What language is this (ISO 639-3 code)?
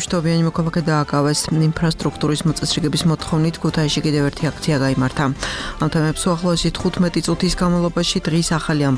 kat